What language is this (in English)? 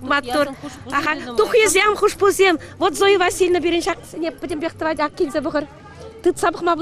Chuvash